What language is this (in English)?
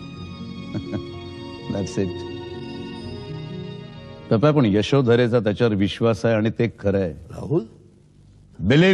Marathi